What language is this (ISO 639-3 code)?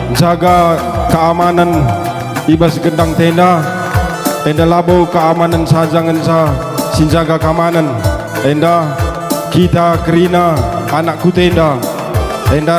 btx